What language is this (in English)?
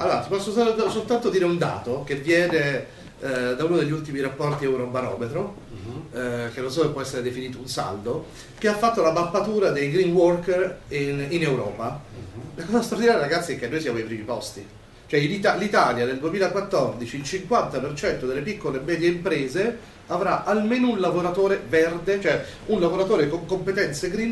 Italian